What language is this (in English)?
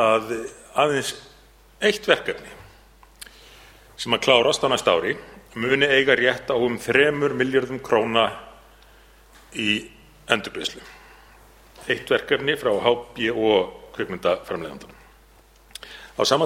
Icelandic